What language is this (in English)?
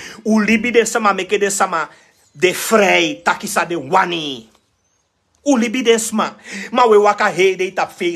Sranan Tongo